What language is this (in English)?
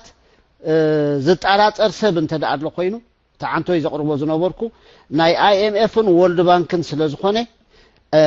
Tigrinya